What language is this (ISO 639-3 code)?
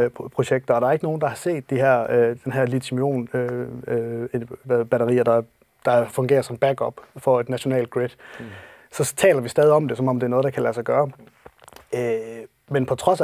dan